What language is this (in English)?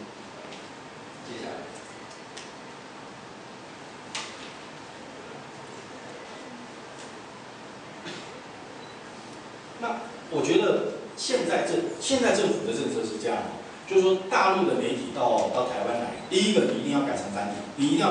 Chinese